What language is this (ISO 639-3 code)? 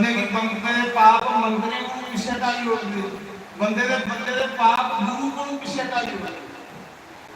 doi